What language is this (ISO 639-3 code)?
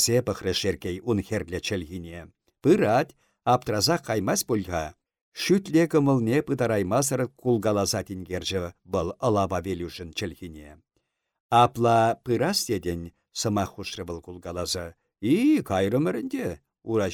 chv